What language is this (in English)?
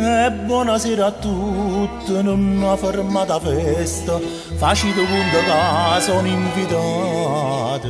Neapolitan